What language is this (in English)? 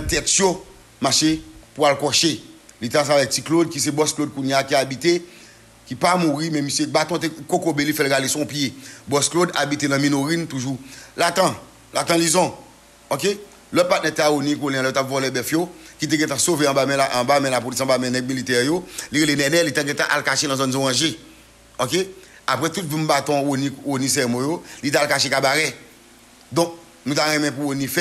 Haitian Creole